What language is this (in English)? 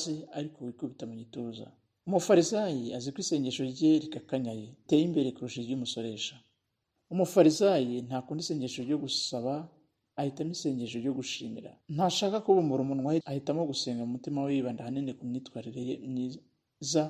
Kinyarwanda